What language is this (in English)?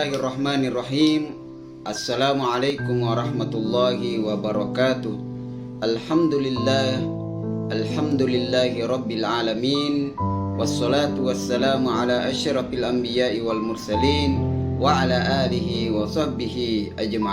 Buginese